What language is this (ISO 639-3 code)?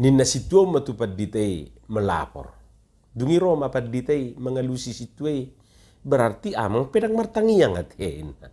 bbc